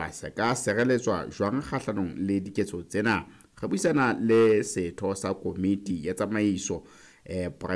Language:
Southern Sotho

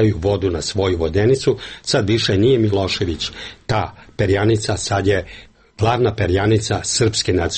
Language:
Serbian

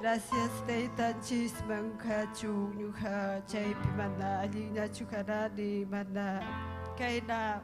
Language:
Ayacucho Quechua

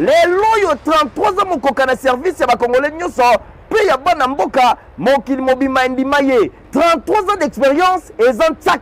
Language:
Lingala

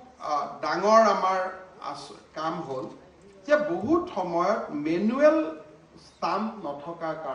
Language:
Assamese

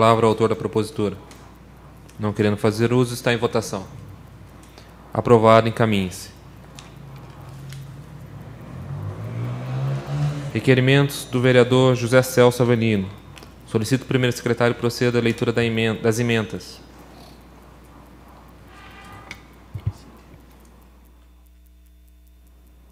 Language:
Portuguese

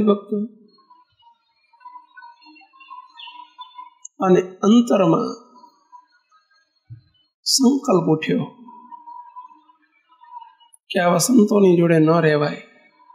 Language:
Gujarati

